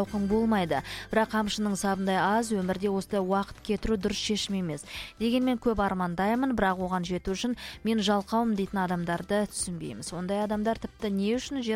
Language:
Kazakh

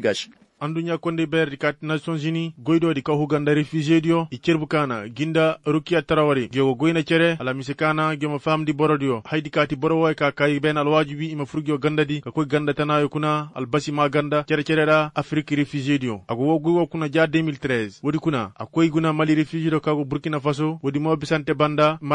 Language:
Koyraboro Senni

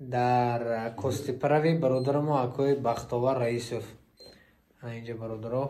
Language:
Tajik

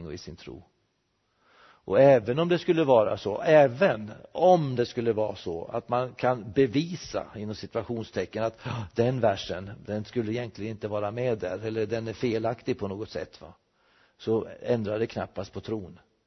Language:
Swedish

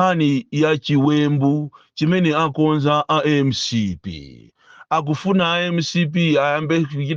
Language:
Nyanja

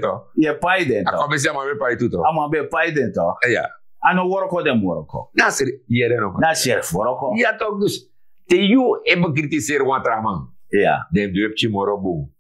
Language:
Sranan Tongo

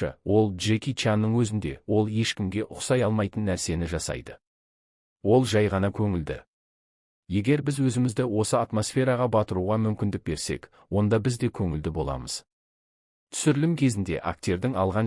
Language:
Kazakh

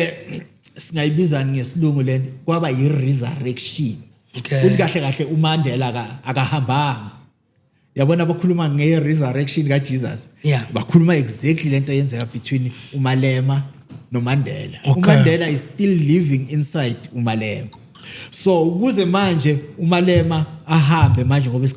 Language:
Zulu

